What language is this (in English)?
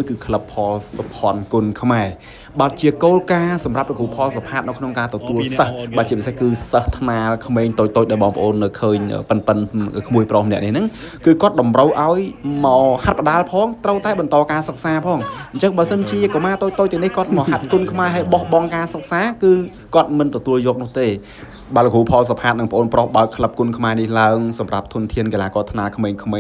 Khmer